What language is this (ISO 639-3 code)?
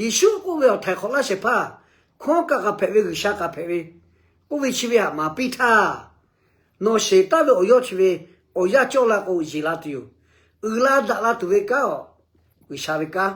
lhu